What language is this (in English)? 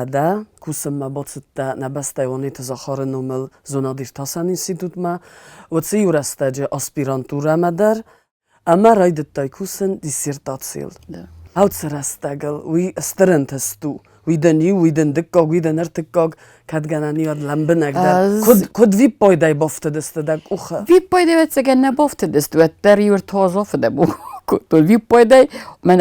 Ossetic